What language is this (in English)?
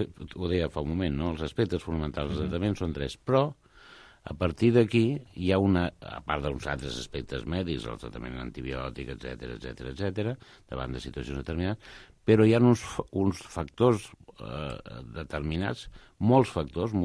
Catalan